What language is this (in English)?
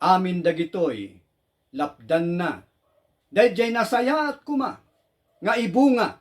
Iloko